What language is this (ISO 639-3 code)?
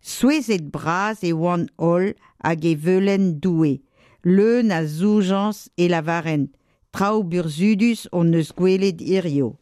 bre